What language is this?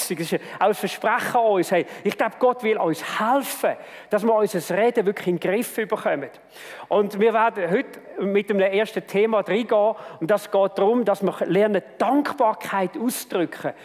Swiss German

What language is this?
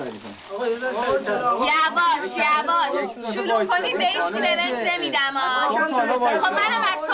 Persian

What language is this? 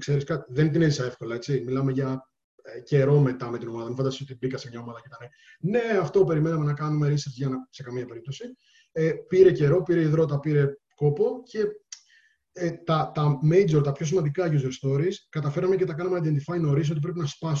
Greek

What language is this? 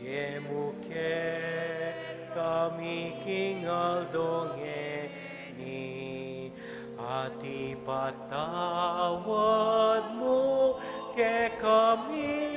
Pampanga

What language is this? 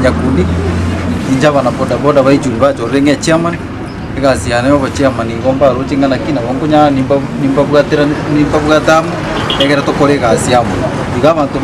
Gusii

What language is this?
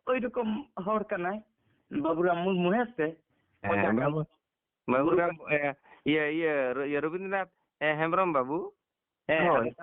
Santali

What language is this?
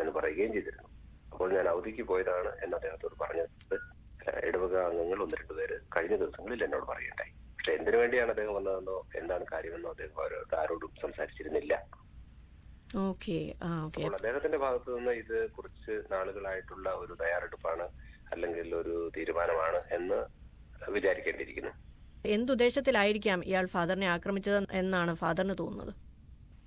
Malayalam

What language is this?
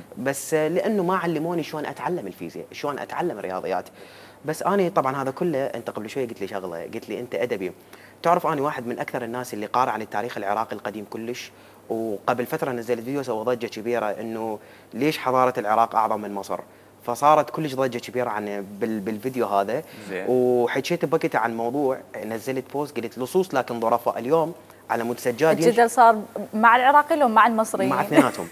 Mesopotamian Arabic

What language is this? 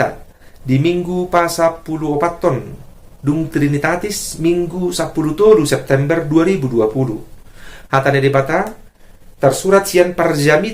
Batak Toba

